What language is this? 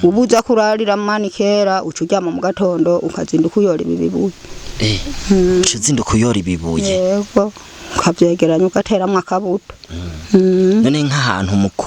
Rundi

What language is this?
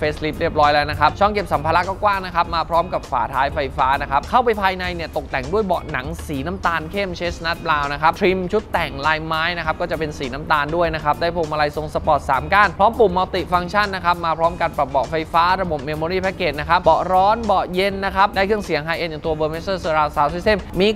Thai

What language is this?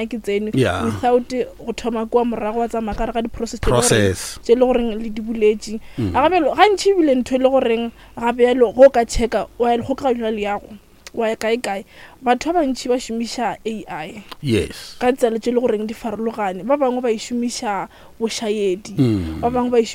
Northern Sotho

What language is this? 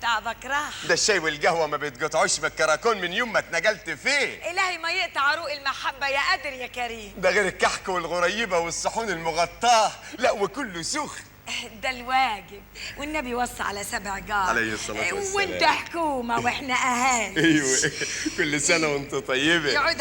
Egyptian Arabic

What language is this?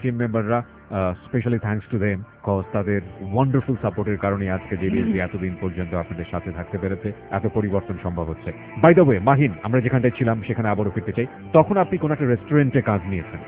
Bangla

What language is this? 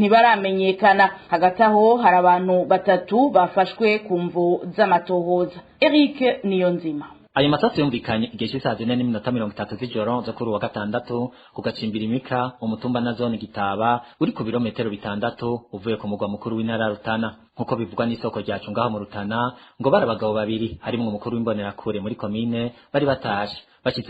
Rundi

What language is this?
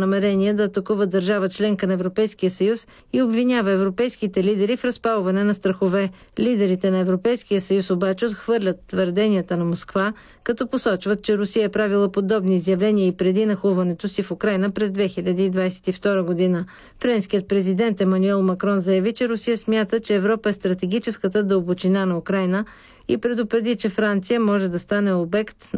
Bulgarian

